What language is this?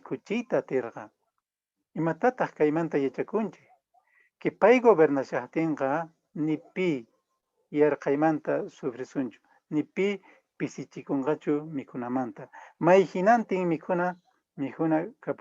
Quechua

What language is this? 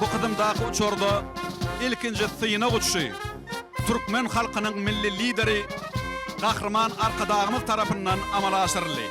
Turkmen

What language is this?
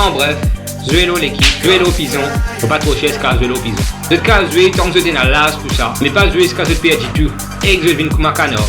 Morisyen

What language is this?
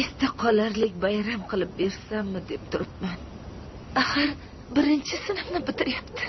Uzbek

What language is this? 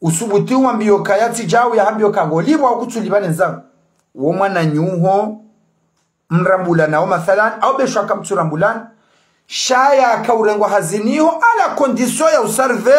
Ngazidja Comorian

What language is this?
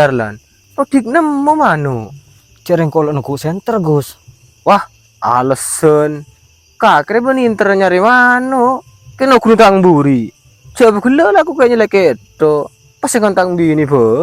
Madurese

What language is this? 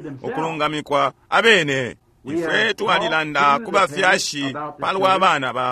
Bemba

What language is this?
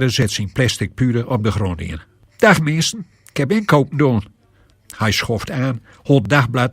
Gronings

